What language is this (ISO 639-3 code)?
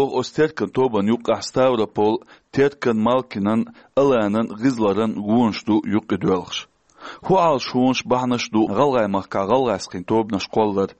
che